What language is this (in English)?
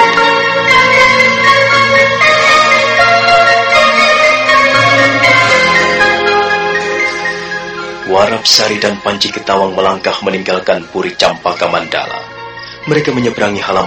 Indonesian